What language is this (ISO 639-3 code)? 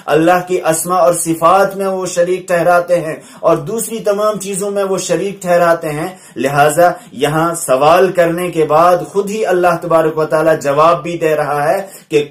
urd